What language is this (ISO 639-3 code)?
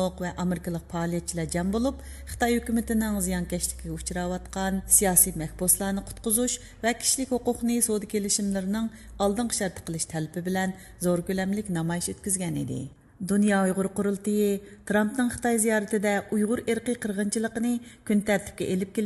uig